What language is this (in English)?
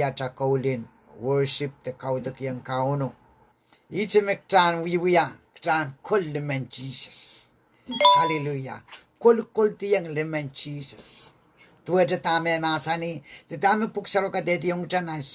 Pohnpeian